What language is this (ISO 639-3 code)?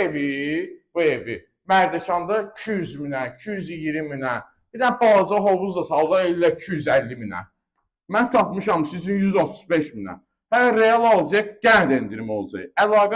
aze